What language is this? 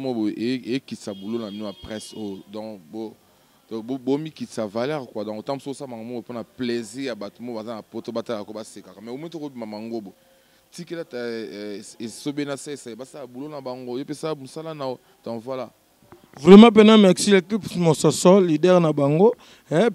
Lingala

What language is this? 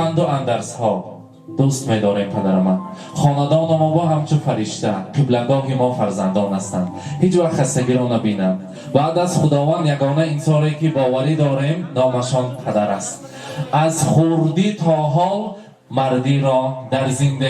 Tajik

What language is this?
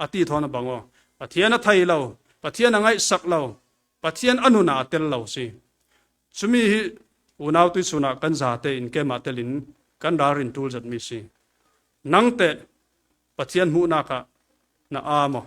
Falam Chin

